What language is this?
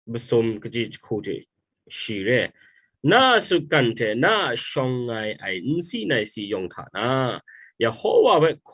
Kachin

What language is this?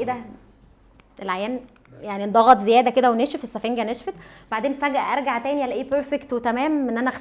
Egyptian Arabic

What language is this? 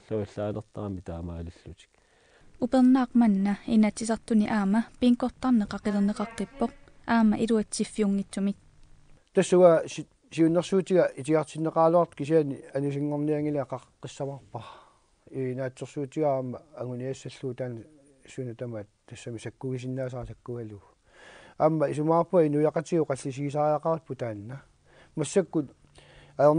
Kalaallisut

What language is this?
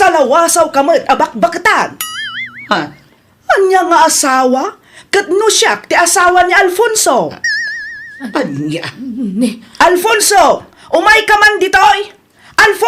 Iloko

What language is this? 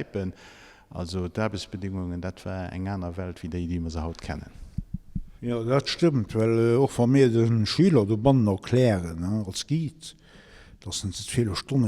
Luxembourgish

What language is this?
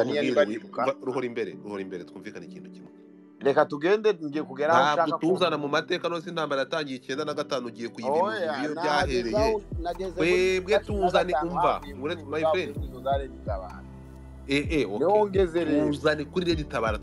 Kinyarwanda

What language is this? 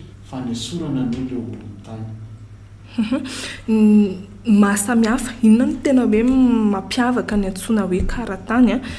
Malagasy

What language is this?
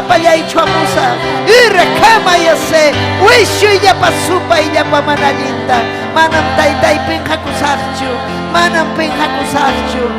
Ayacucho Quechua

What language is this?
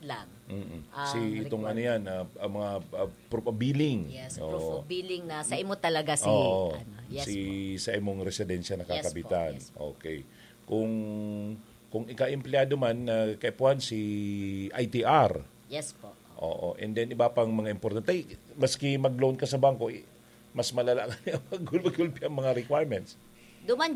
Bikol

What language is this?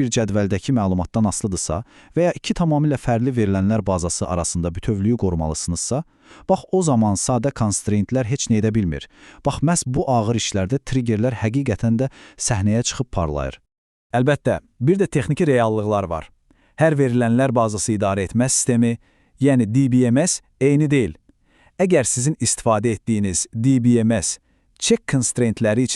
Azerbaijani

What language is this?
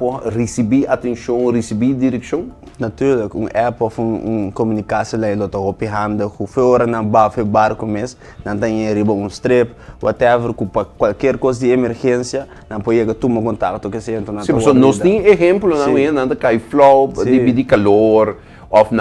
Papiamento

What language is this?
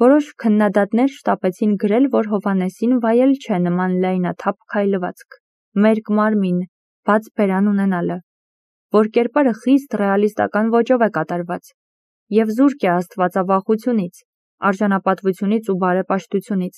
Armenian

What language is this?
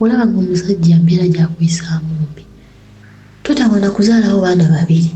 Ganda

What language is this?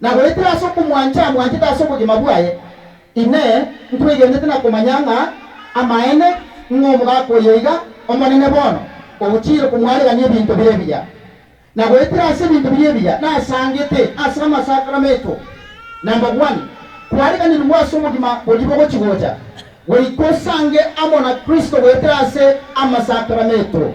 Gusii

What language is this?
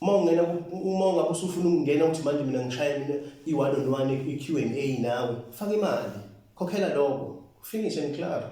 Zulu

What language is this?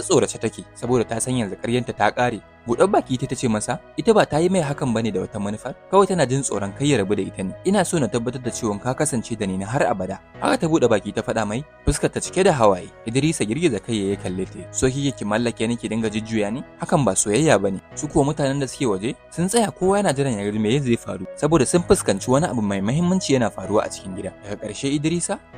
Hausa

